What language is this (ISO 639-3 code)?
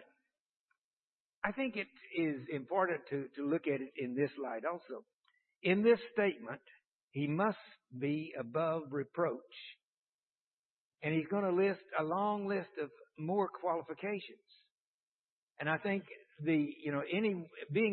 eng